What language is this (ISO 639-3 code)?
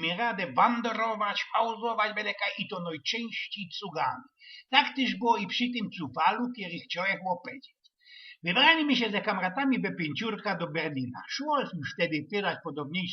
szl